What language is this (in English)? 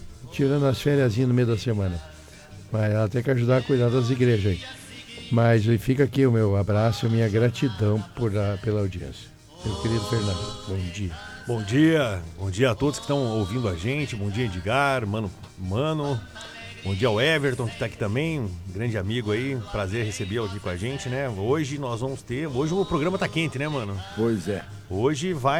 Portuguese